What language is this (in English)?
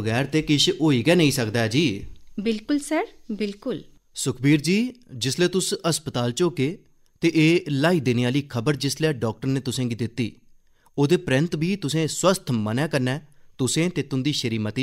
Dogri